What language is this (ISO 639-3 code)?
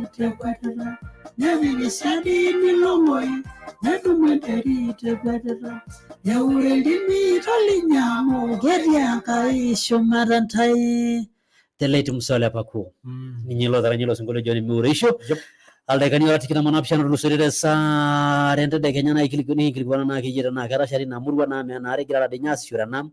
mas